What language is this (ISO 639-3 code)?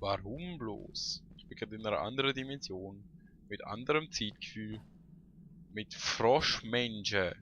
gsw